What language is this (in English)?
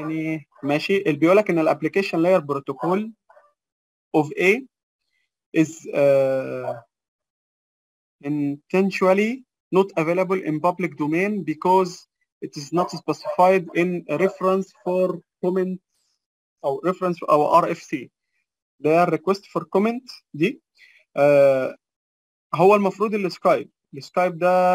Egyptian Arabic